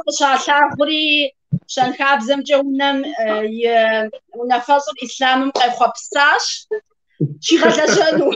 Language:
Kabardian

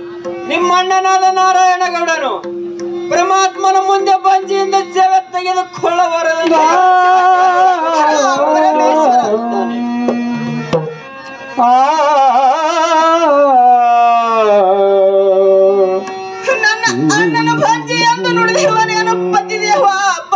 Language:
Kannada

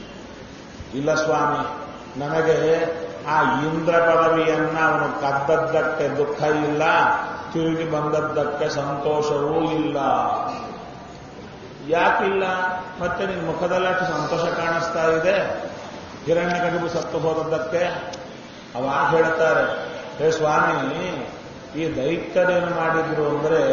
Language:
Kannada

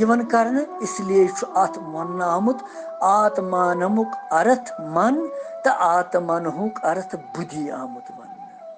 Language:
Kashmiri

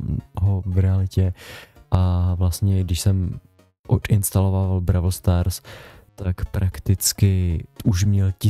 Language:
Czech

